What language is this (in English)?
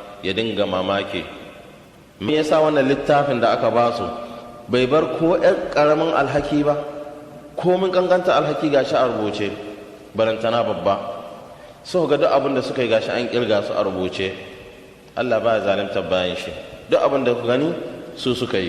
Hausa